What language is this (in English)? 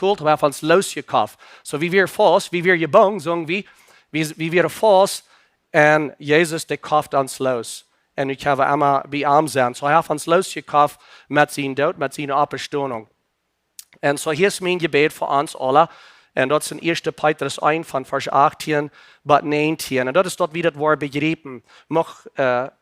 Plautdietsch